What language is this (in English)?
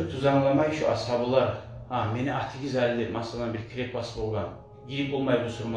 Kumyk